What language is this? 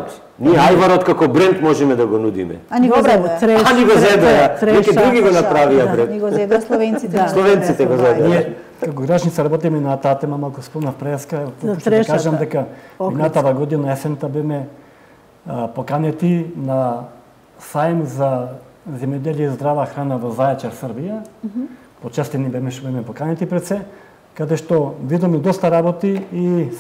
Macedonian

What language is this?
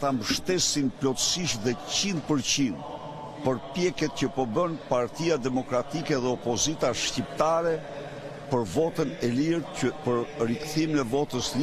Albanian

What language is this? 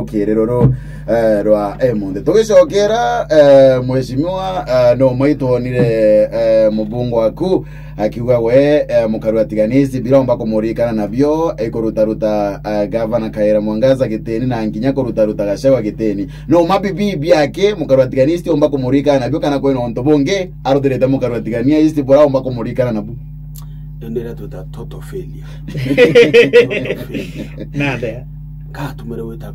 Meru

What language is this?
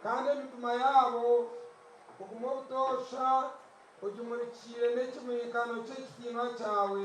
Nyankole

